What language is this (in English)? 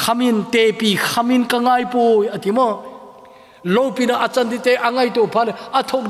Thado Chin